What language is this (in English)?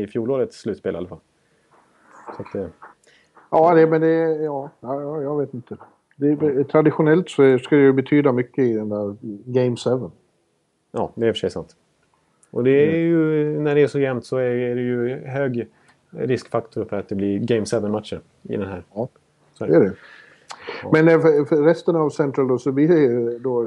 Swedish